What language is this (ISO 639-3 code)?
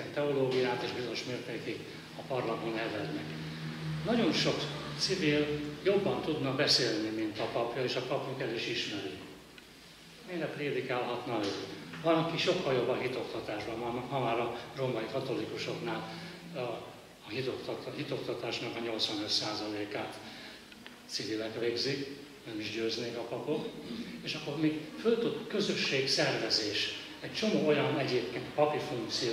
hun